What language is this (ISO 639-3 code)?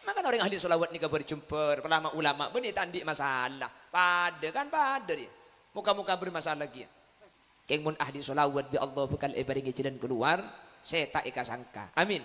mad